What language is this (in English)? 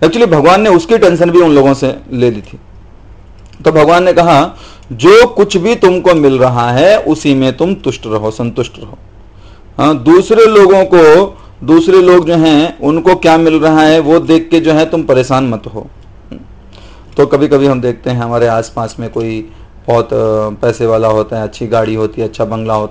Hindi